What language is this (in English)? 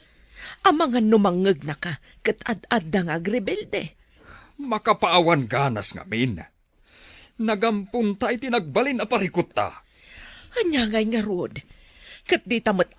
Iloko